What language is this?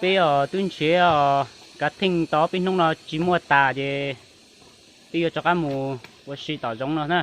Hmong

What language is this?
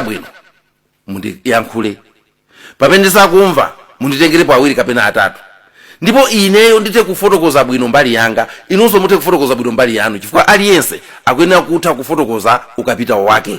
Nyanja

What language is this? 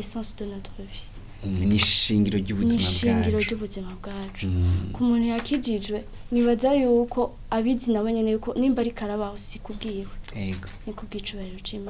Rundi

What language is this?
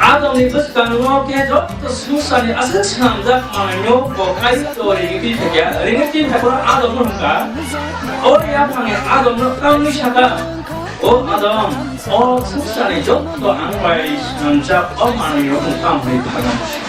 Kok Borok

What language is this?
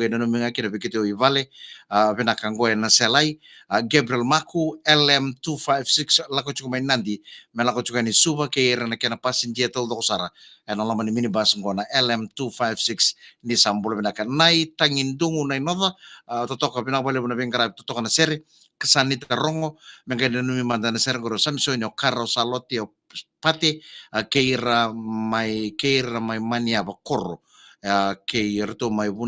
Fijian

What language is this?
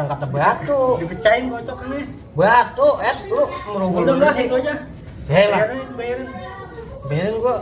Betawi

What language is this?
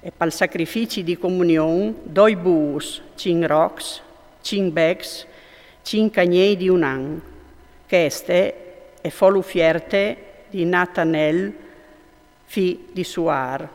Friulian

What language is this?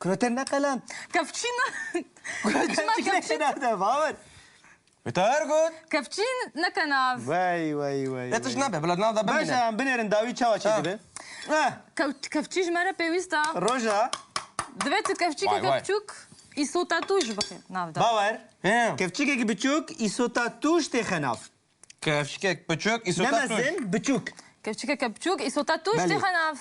Kurdish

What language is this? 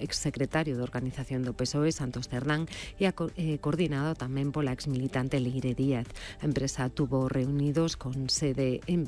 Galician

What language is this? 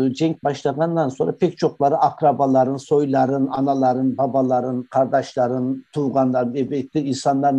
Crimean Tatar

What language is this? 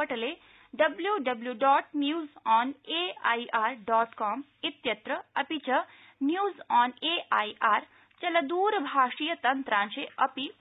Sanskrit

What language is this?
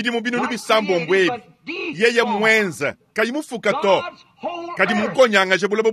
Luba-Lulua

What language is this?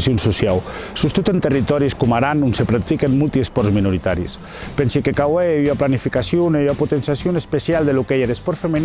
Occitan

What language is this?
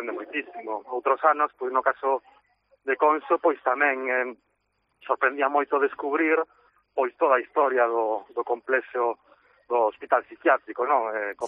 Galician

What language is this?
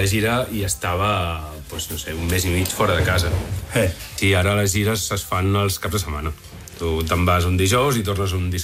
Catalan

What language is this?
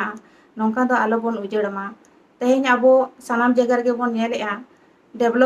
Santali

